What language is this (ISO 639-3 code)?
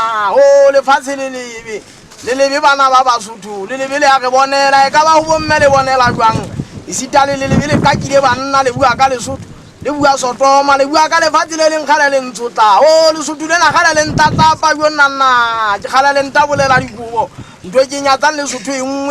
sot